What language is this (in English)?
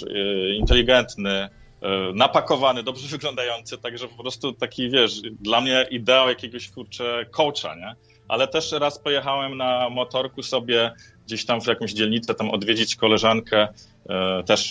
Polish